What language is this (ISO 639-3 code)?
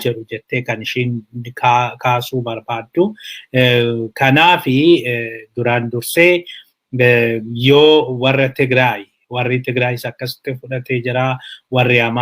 orm